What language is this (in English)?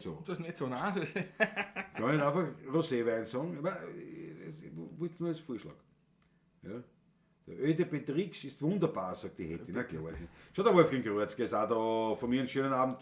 Bavarian